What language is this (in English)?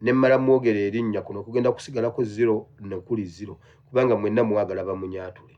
Ganda